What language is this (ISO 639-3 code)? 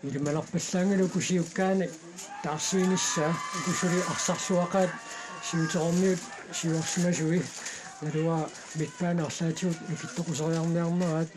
kal